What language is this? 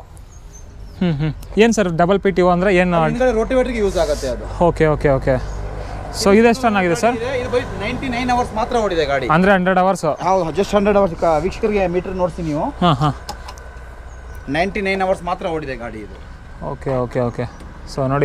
Kannada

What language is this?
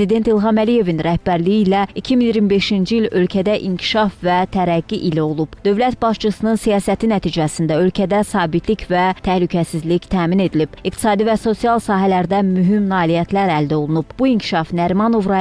Azerbaijani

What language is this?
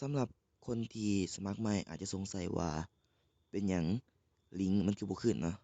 Lao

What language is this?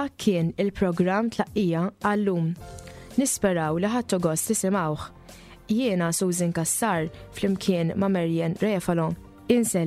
Maltese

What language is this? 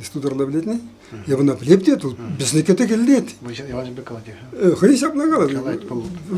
Chuvash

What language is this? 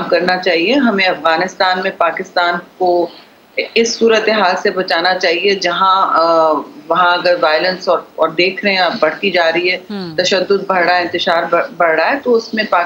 Urdu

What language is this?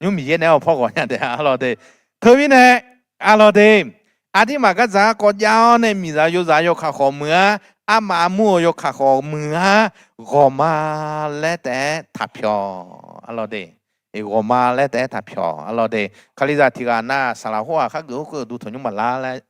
Akha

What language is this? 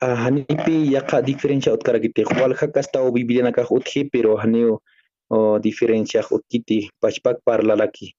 Aymara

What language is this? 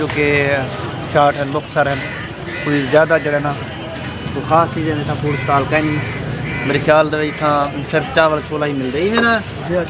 Saraiki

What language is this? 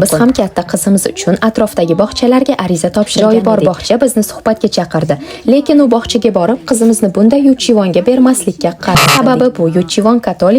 Uzbek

